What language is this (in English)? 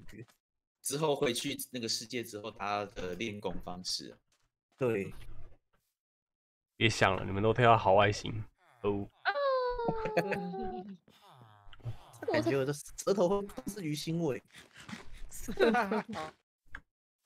Chinese